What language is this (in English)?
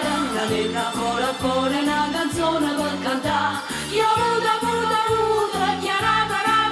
Neapolitan